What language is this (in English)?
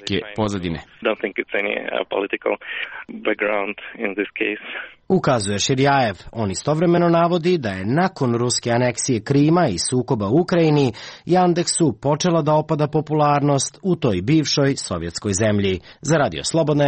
Serbian